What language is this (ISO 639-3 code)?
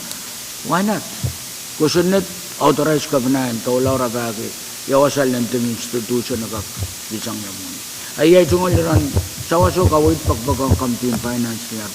pon